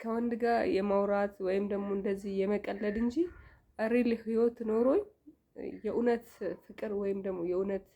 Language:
Amharic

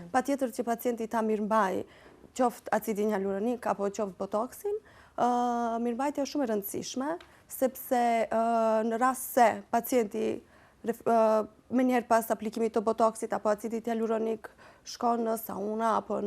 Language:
Albanian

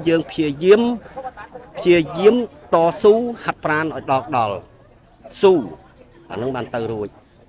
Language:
Khmer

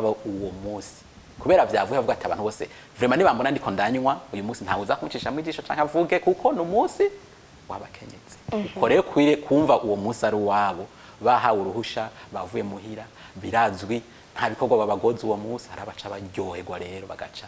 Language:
Rundi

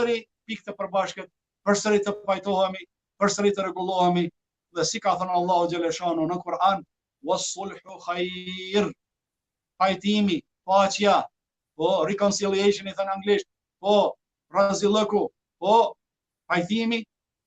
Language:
Albanian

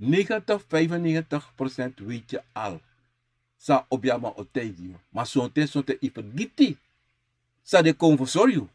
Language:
Sranan Tongo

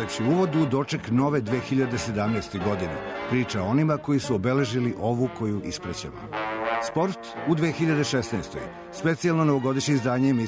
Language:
Serbian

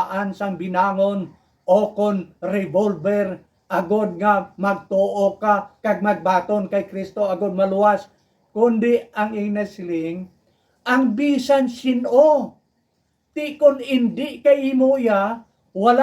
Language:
Hiligaynon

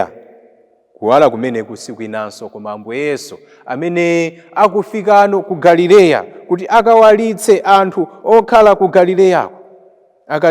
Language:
Nyanja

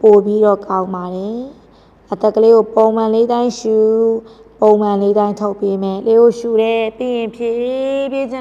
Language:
Burmese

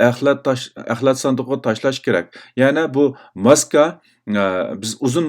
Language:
Uyghur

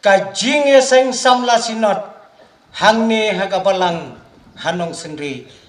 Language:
Khasi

